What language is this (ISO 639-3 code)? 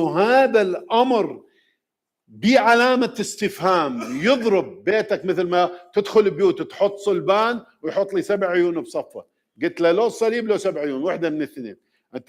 acm